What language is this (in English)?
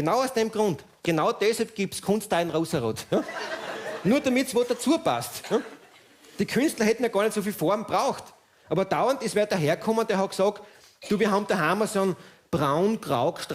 Bavarian